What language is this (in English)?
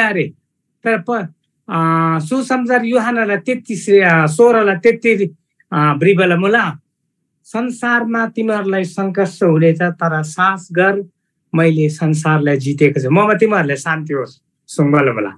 Eastern Tamang